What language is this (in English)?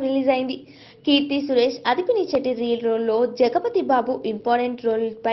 Telugu